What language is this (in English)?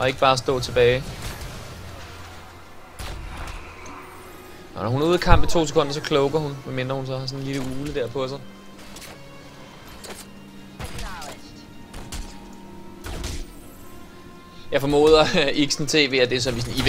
Danish